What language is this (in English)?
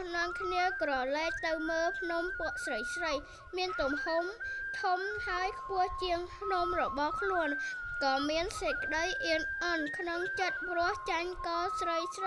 Khmer